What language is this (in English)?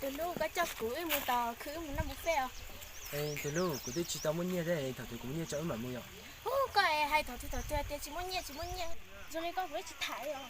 Hmong